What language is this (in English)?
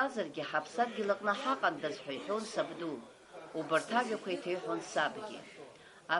Abkhazian